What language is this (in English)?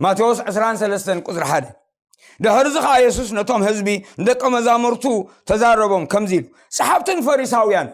Tigrinya